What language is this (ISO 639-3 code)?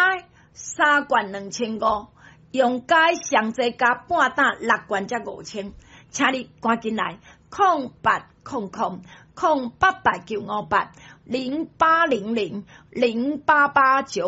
nan